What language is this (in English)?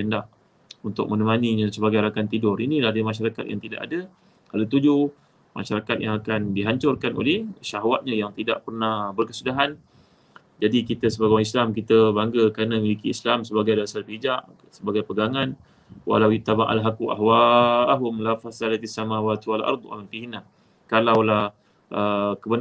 Malay